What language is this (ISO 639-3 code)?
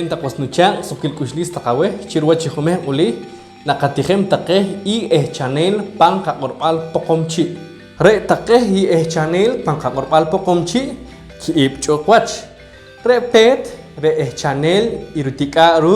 poh